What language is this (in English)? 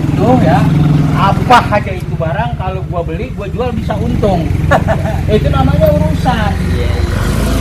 Betawi